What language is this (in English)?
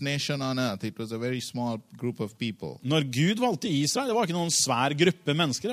Norwegian